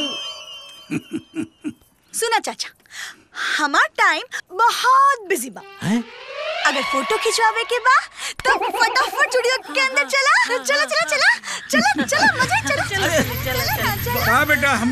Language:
Bhojpuri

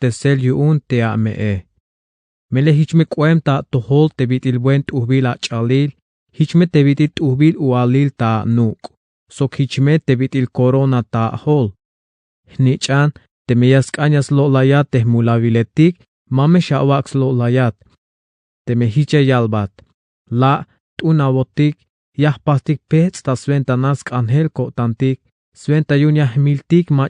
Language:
Tzeltal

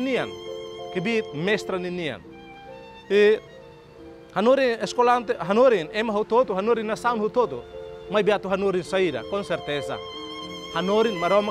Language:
Tetum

